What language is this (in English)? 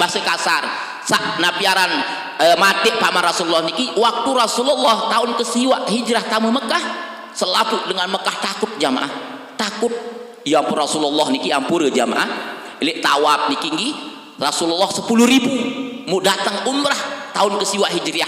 Sasak